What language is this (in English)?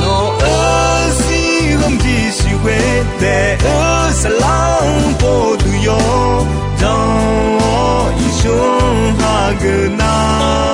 Akha